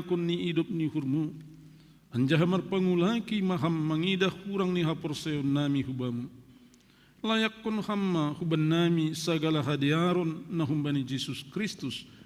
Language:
Batak Simalungun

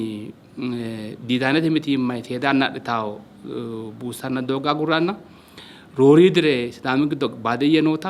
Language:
Sidamo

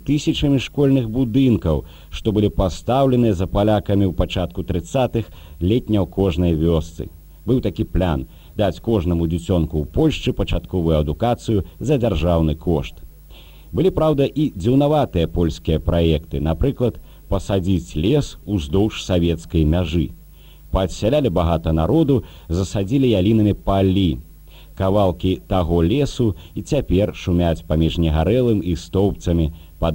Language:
Belarusian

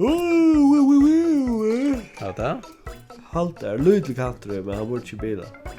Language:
Faroese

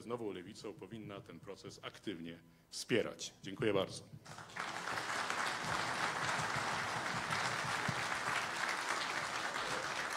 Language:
Polish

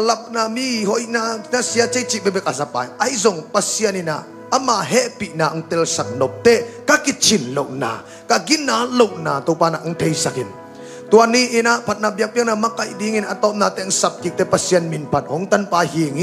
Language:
Tedim Chin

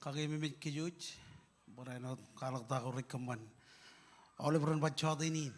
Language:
Marshallese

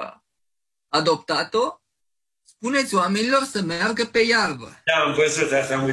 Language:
Romanian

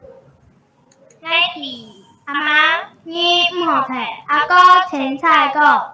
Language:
Hakka Chinese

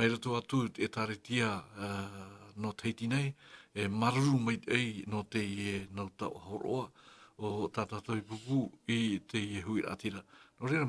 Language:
Tahitian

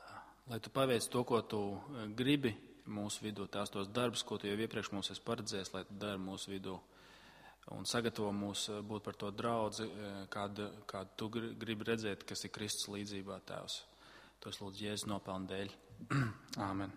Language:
Latvian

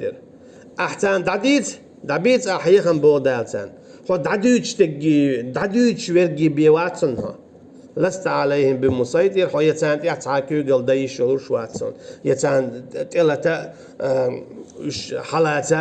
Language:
Chechen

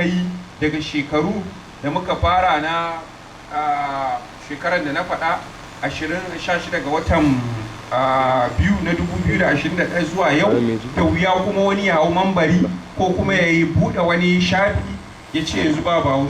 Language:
Hausa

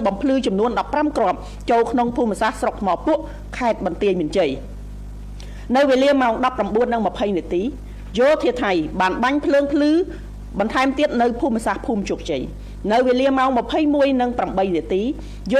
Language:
Khmer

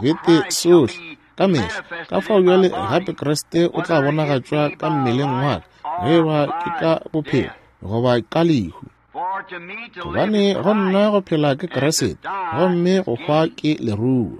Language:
Northern Sotho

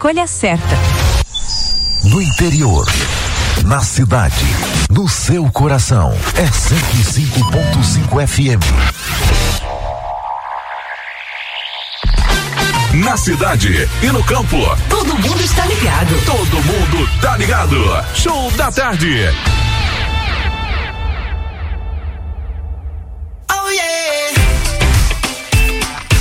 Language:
Portuguese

